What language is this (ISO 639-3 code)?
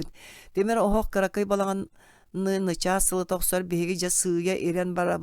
sah